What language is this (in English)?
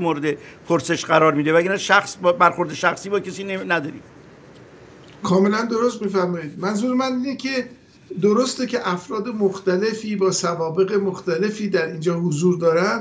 Persian